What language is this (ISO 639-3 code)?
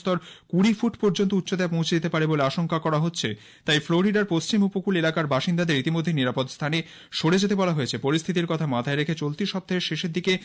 ben